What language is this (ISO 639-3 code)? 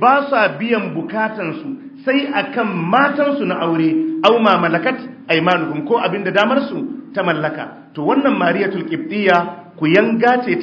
hau